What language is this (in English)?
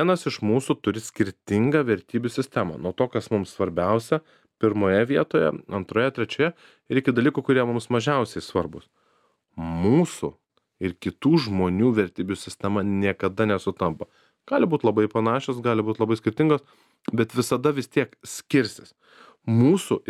Lithuanian